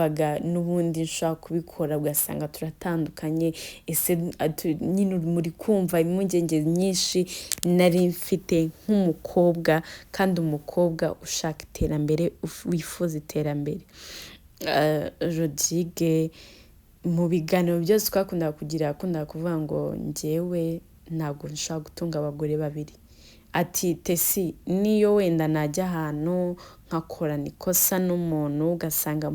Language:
Kinyarwanda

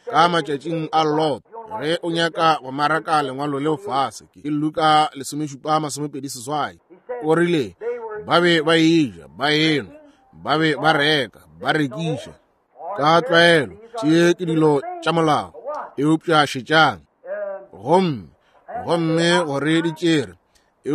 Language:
Northern Sotho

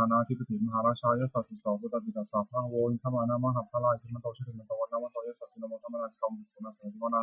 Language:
Pali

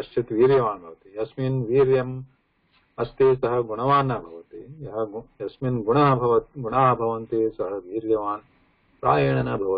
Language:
Sanskrit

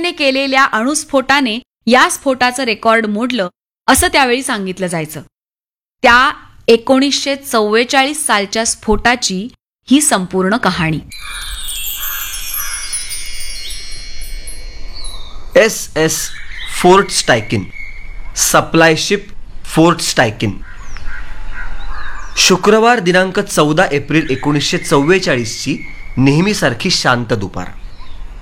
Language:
Marathi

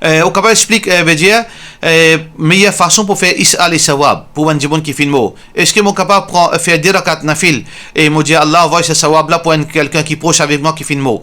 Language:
Morisyen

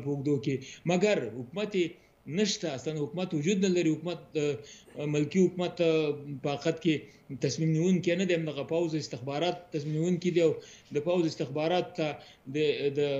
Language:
Pashto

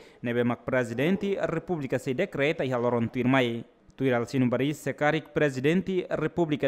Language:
Tetum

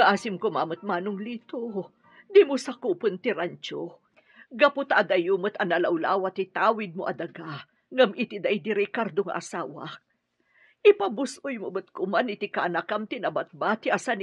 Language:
Iloko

